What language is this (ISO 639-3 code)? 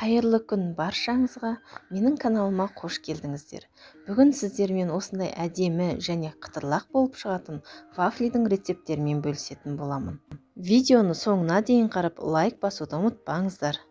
kaz